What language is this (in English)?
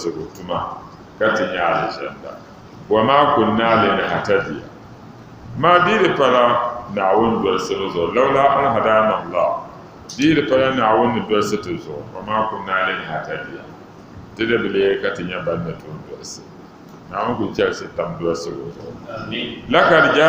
Dagbani